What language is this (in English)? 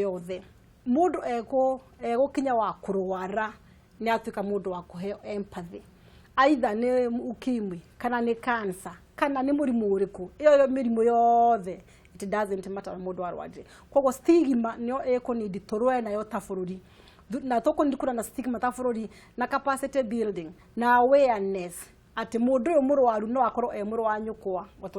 Kikuyu